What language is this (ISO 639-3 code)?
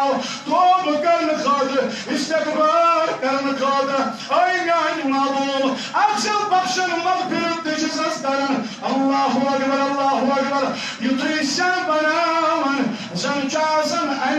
kas